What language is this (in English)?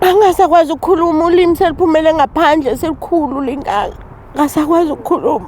Zulu